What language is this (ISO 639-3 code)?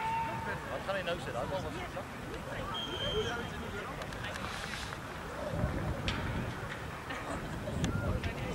afr